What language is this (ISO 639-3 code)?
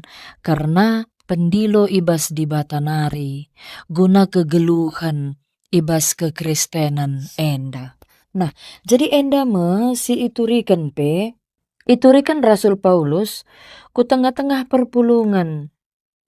btx